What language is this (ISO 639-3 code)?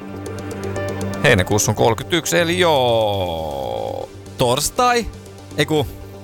fin